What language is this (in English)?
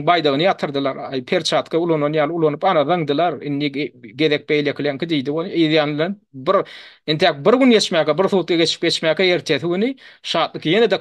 Turkmen